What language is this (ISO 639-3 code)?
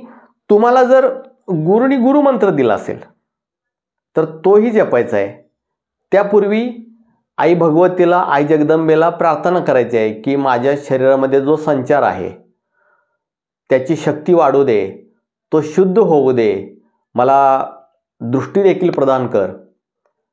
mar